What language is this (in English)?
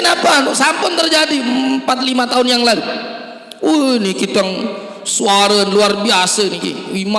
Sasak